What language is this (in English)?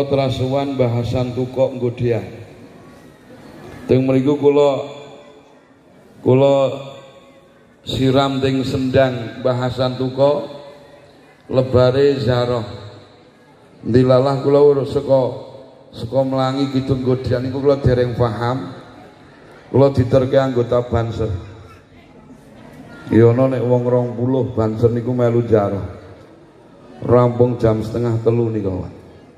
Javanese